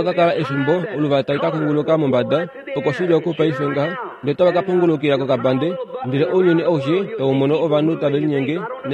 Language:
Kuanyama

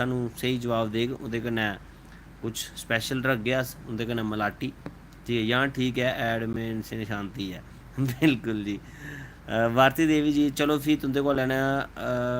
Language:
Dogri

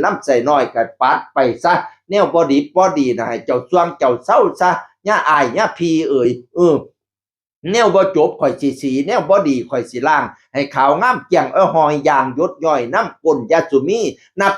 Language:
Northeastern Thai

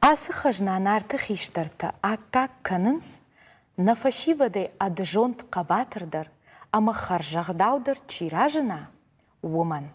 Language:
Ossetic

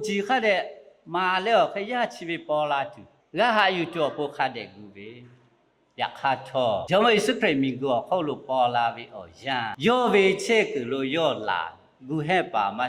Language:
Lahu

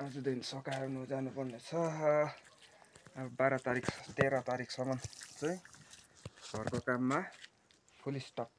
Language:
Nepali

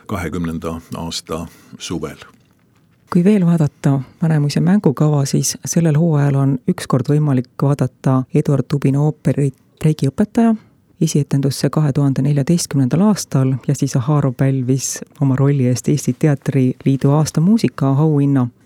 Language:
Estonian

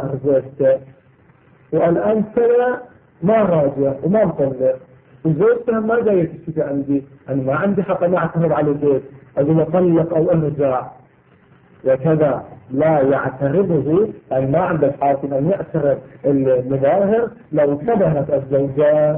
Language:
Arabic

